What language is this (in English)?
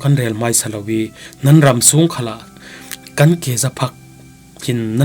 Falam Chin